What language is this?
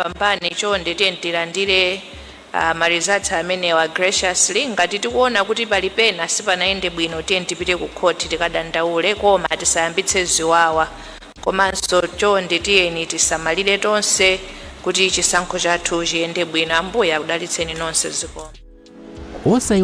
Nyanja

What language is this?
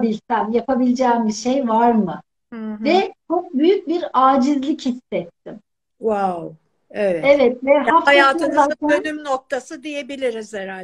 Turkish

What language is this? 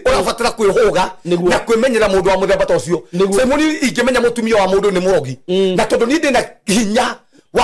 Kikuyu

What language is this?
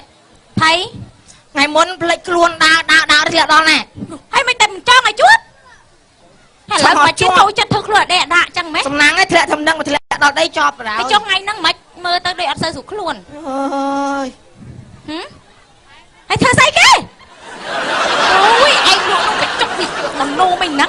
Khmer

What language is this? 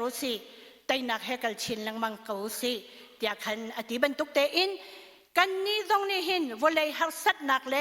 Hakha Chin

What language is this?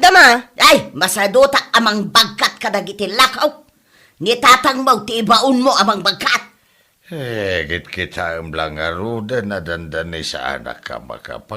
Iloko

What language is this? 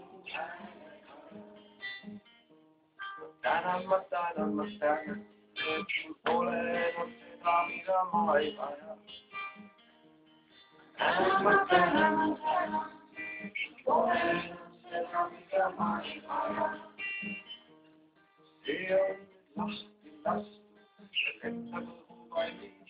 Estonian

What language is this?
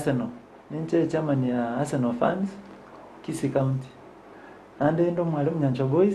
Gusii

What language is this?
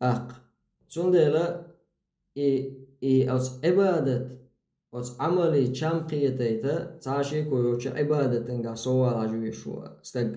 Chechen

